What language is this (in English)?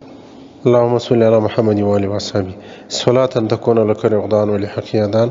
Pashto